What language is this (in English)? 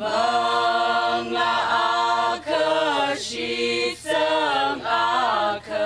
Tangkhul Naga (India)